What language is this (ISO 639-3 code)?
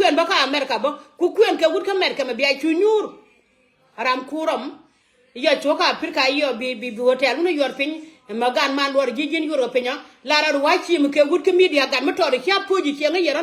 nus